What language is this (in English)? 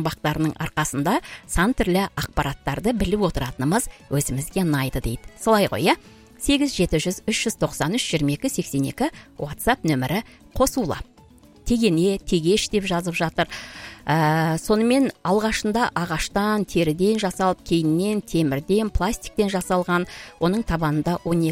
Kazakh